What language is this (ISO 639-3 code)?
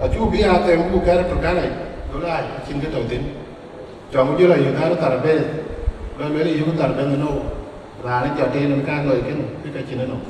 din